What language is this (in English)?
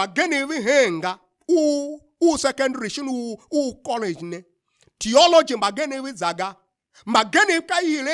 Tiv